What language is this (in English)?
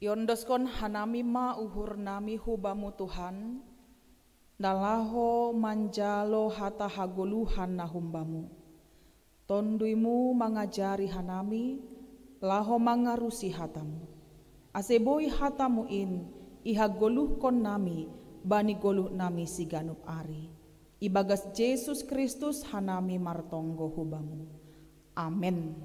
Batak Simalungun